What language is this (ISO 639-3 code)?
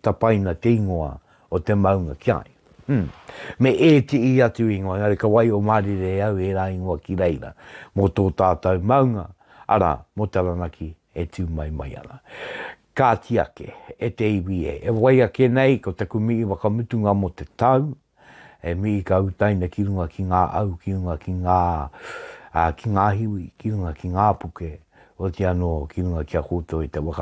mri